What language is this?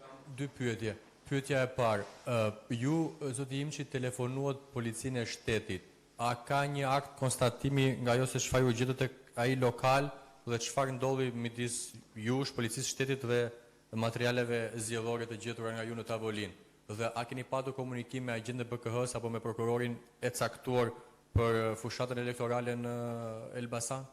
Albanian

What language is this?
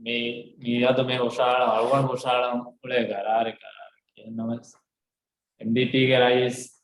Divehi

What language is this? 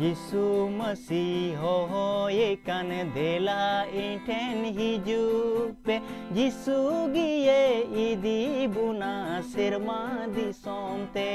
Santali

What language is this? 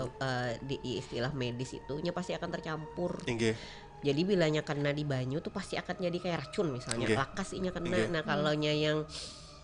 Banjar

